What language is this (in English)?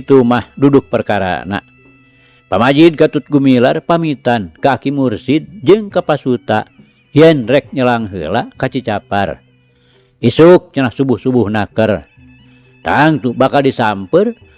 Sundanese